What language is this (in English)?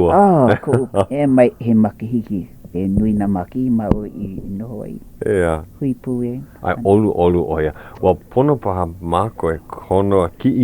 Hawaiian